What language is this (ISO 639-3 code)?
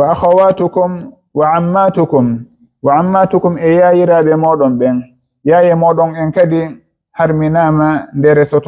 ful